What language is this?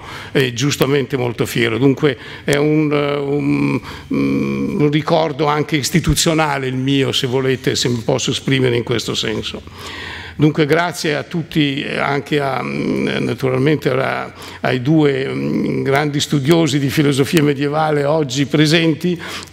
Italian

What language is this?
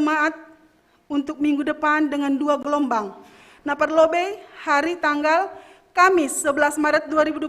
Batak Simalungun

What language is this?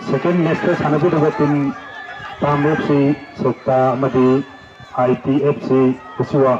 Manipuri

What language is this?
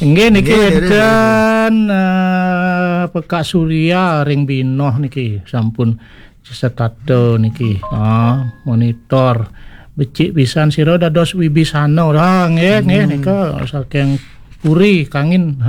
Balinese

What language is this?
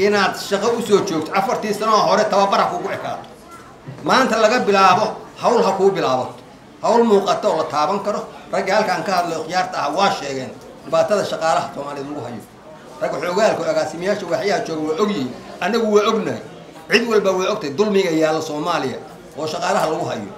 Somali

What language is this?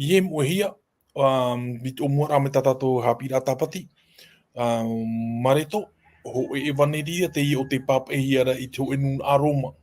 Tahitian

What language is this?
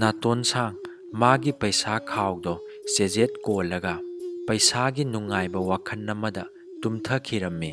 Manipuri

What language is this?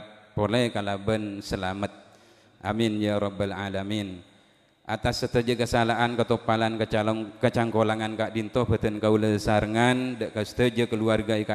Madurese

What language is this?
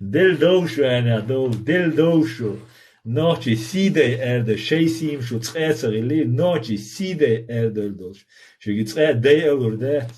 Chechen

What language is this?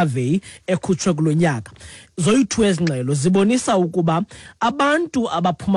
Xhosa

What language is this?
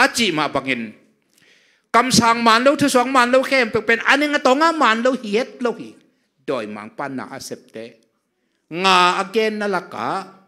Tedim Chin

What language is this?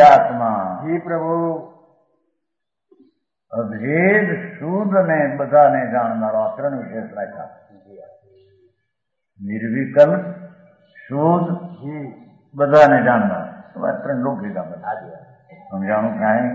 Gujarati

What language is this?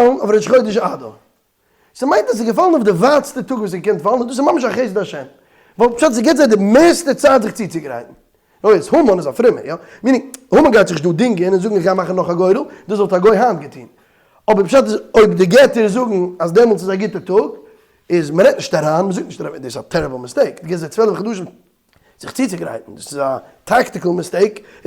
Yiddish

